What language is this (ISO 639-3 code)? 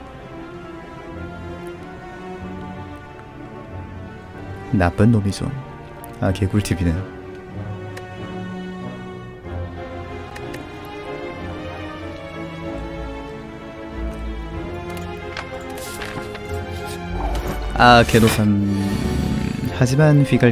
kor